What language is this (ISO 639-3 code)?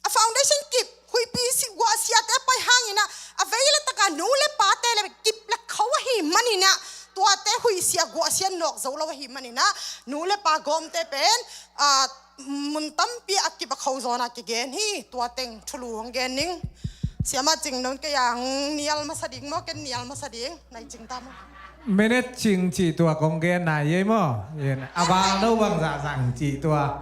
ctd